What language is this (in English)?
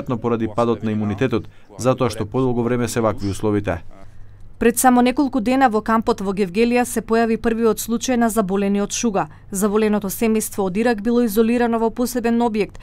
Macedonian